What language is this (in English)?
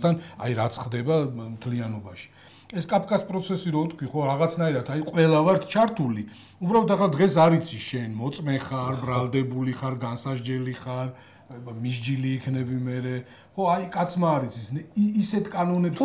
Georgian